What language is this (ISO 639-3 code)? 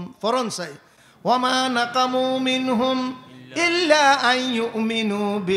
rhg